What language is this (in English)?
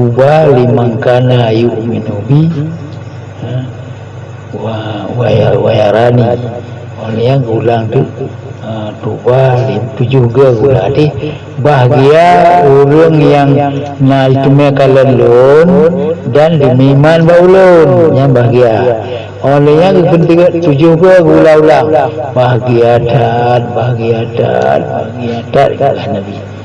Achinese